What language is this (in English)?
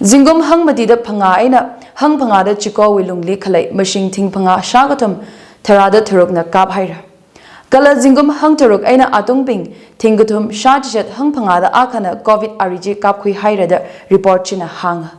Tangkhul Naga (India)